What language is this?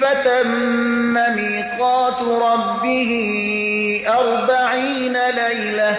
Persian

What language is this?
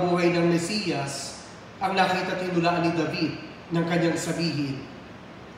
Filipino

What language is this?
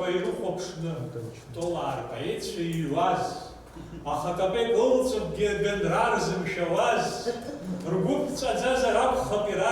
Abkhazian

